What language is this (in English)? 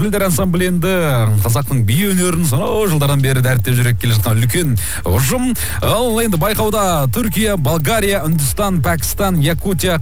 Kazakh